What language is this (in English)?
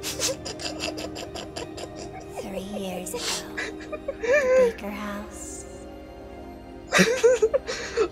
Vietnamese